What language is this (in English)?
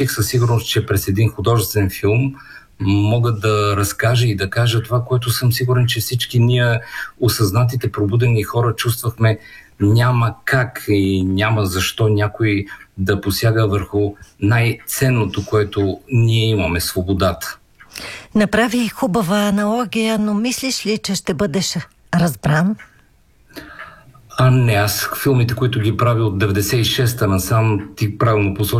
Bulgarian